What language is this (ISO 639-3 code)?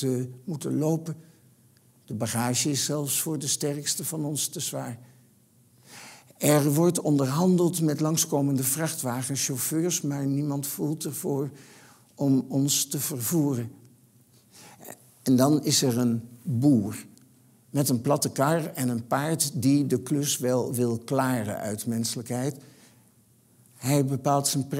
nld